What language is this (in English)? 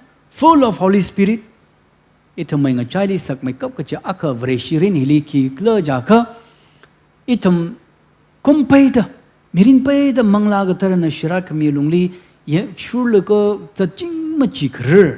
Tangkhul Naga (India)